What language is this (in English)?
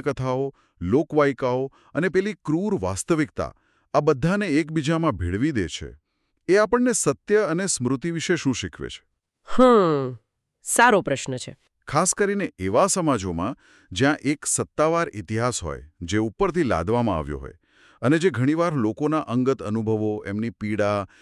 Gujarati